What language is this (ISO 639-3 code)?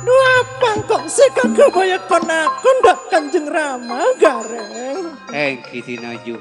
mad